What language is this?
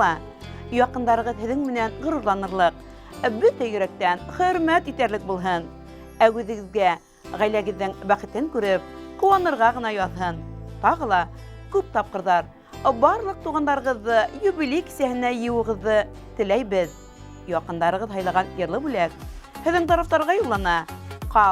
Bashkir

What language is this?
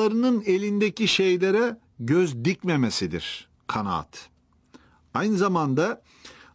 Turkish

